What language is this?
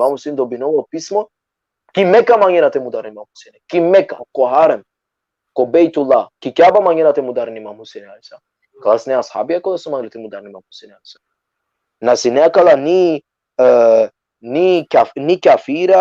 Balkan Romani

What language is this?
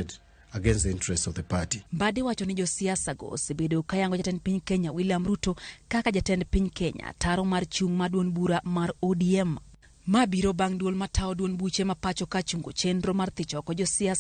Luo (Kenya and Tanzania)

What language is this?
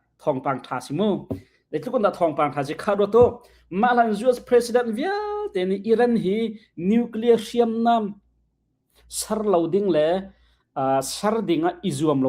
Hakha Chin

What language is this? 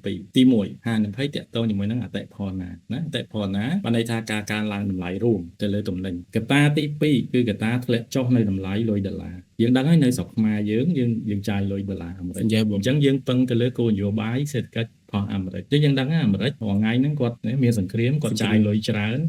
Khmer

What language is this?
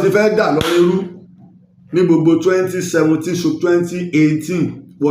Yoruba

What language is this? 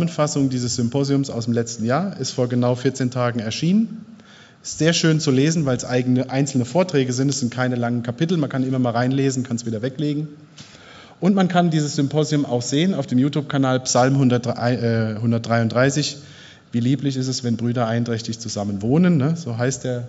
German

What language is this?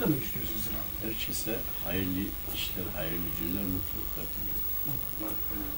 Turkish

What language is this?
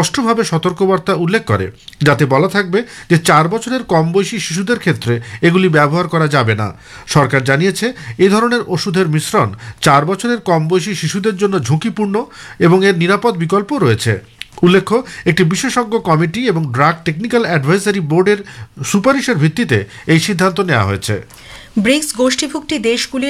Bangla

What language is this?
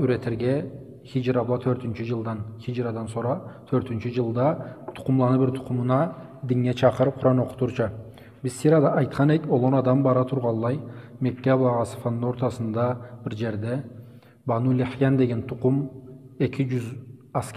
Karachay-Balkar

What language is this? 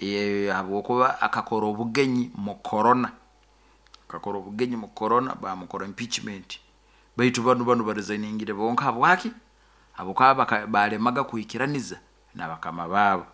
Nyoro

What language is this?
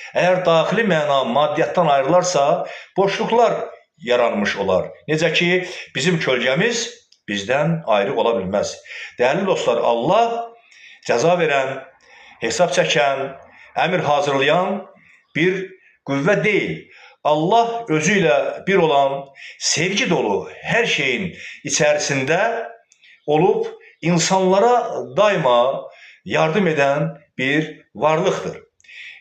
Azerbaijani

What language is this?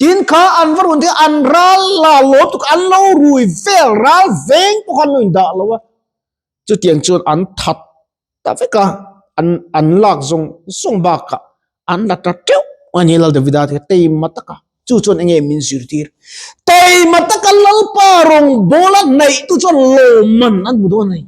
Mizo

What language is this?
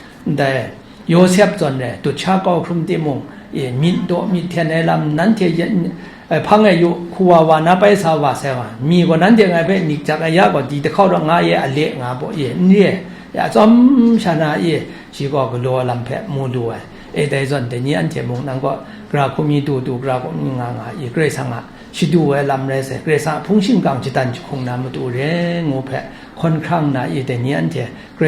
Kachin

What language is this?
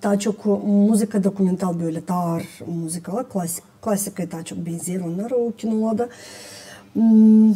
Gagauz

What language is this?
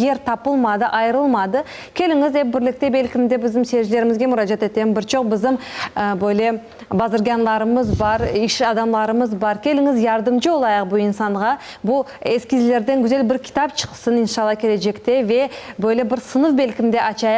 Crimean Tatar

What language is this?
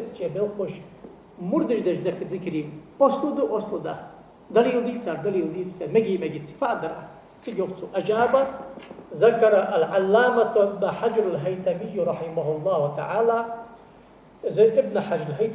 Ingush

